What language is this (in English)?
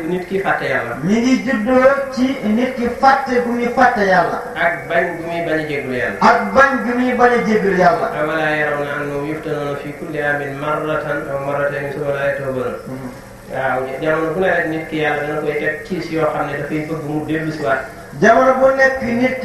Wolof